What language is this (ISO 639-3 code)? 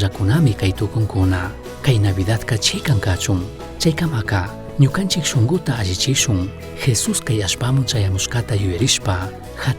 qug